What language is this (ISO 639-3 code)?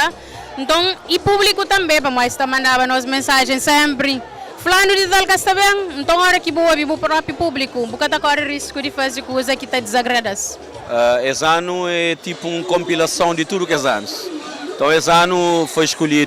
kea